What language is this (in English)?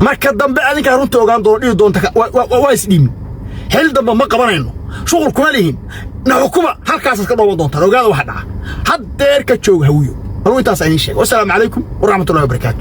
Somali